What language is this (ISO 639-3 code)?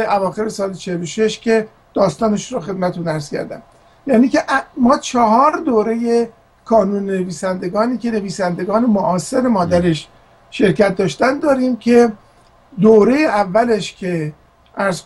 fas